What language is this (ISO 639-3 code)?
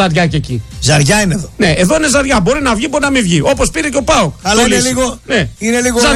ell